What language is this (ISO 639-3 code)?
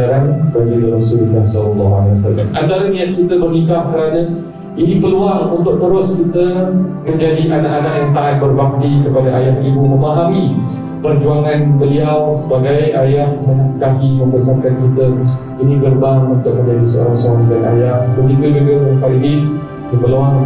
msa